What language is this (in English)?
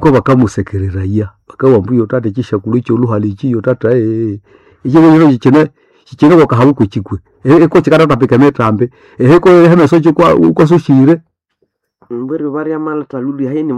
Nande